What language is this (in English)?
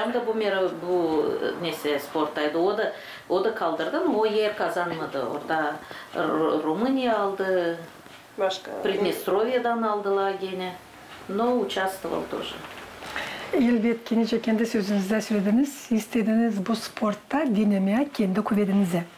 Gagauz